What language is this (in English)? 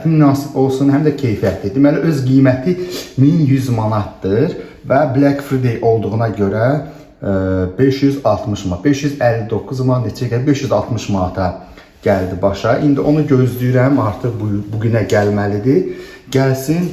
Azerbaijani